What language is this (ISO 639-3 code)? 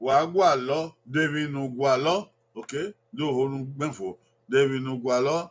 bin